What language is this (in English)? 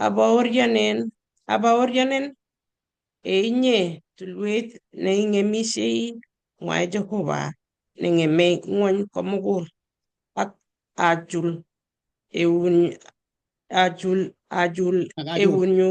Kalenjin